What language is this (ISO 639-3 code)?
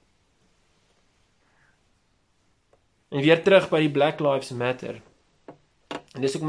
afr